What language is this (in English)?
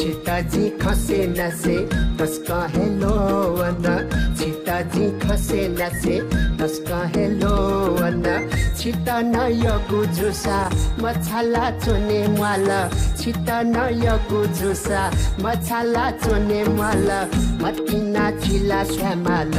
Newari